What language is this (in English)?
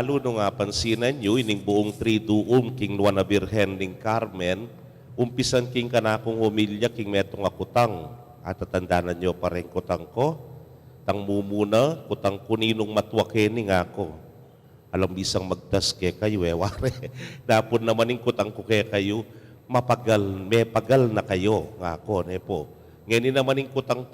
Pampanga